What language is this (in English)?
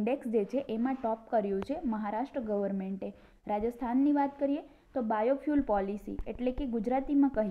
Gujarati